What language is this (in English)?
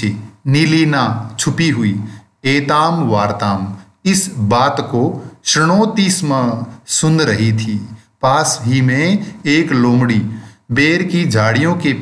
Hindi